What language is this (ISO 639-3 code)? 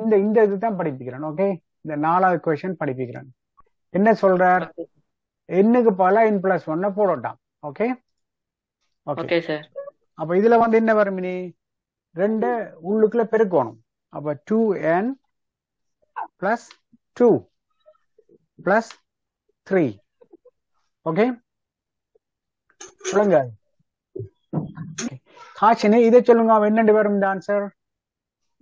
tam